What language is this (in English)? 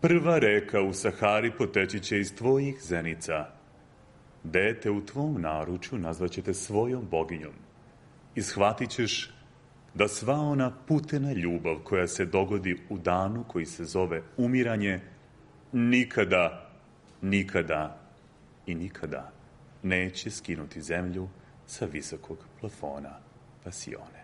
Serbian